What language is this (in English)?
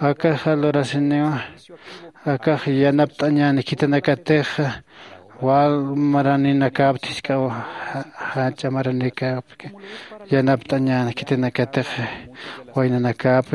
Aymara